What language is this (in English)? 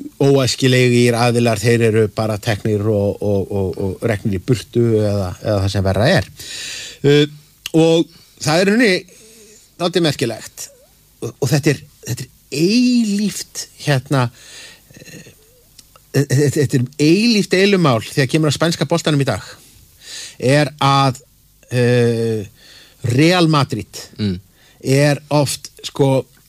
Icelandic